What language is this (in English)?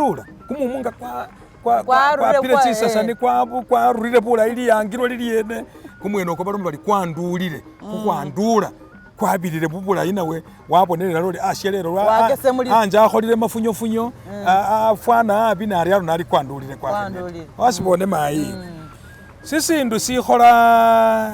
Masaaba